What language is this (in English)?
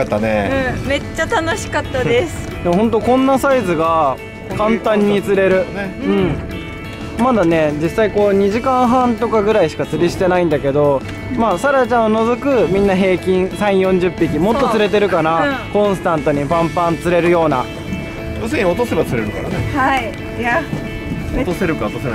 Japanese